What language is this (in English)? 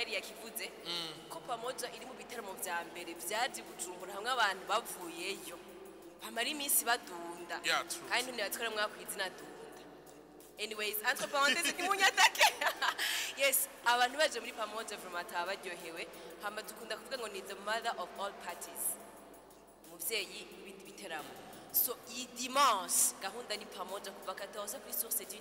Rundi